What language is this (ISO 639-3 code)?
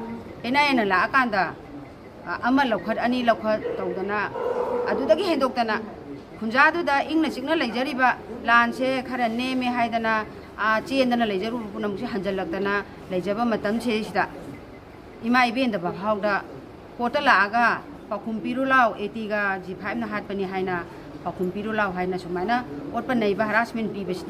mni